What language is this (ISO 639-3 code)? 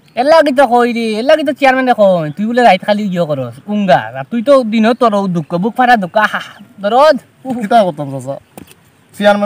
syl